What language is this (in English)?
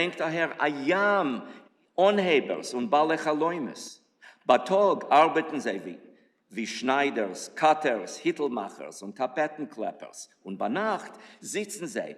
Yiddish